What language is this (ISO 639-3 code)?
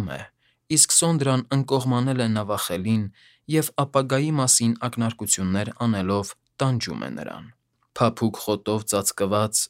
hye